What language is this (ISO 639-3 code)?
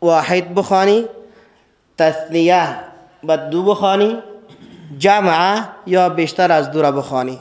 fas